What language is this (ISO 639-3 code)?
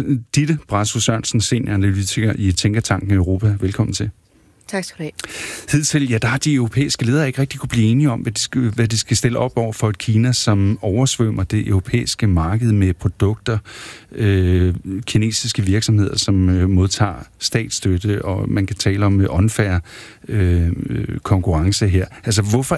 dan